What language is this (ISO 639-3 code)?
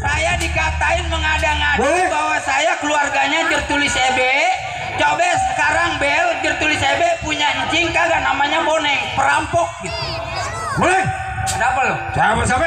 bew